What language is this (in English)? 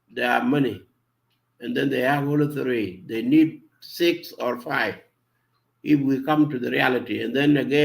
Nuer